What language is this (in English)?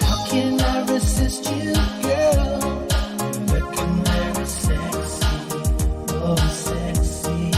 Pohnpeian